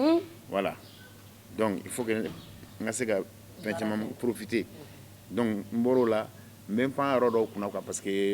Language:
Bambara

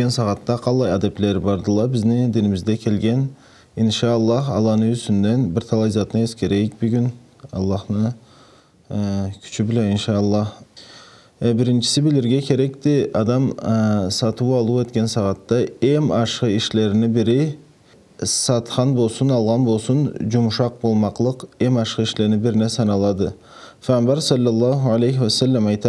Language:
Karachay-Balkar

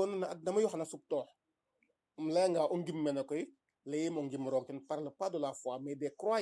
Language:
Serer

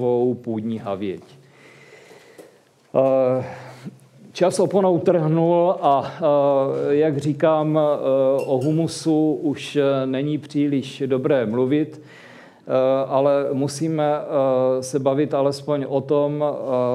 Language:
Czech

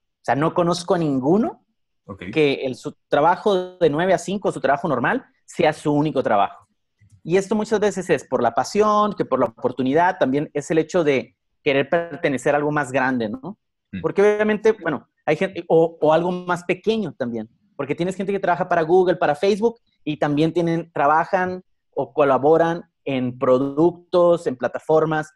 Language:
Spanish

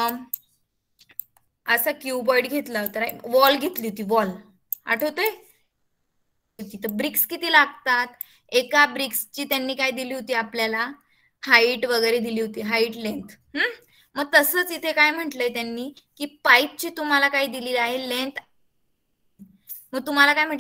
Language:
Marathi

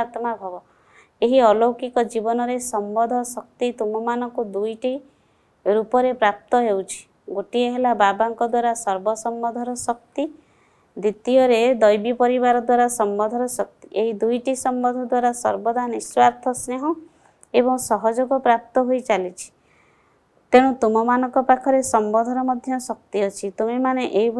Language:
Odia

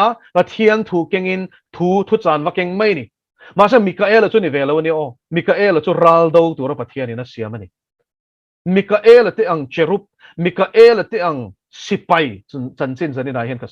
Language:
Mizo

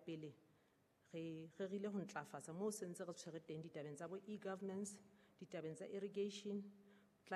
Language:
Southern Sotho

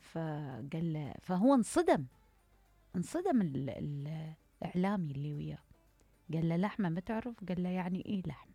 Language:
Mesopotamian Arabic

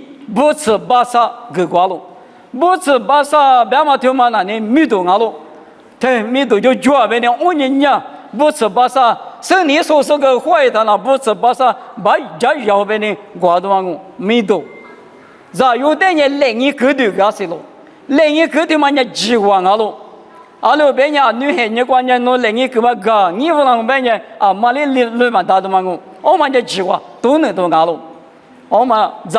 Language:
Lisu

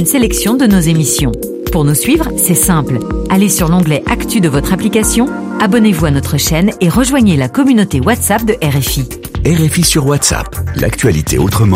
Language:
French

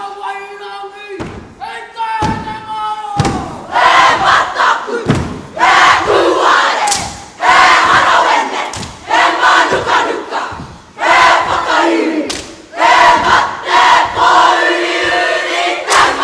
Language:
Māori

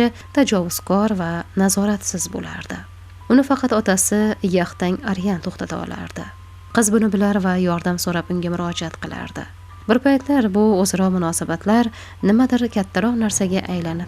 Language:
Uzbek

